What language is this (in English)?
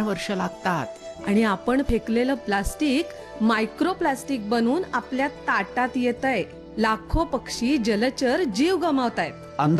Marathi